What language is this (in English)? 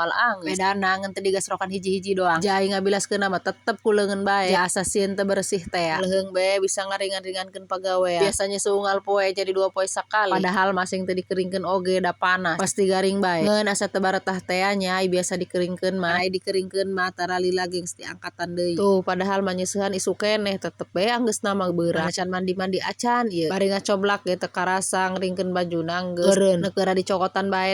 Sundanese